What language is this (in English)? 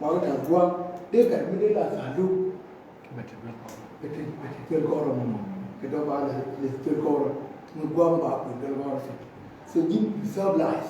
Nuer